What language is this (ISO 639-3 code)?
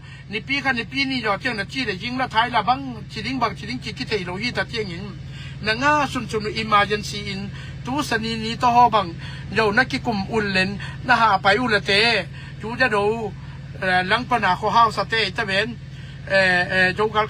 ctd